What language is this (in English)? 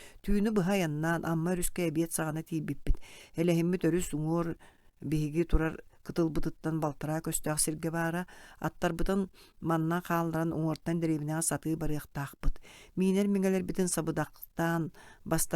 Yakut